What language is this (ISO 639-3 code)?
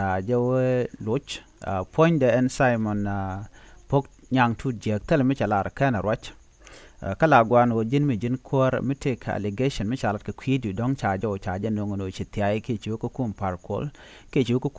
nus